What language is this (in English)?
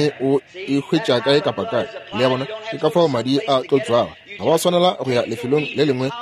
Northern Sotho